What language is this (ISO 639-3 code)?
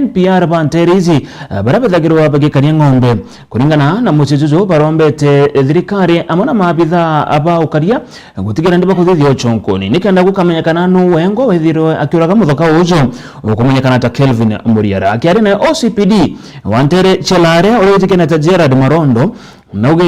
mer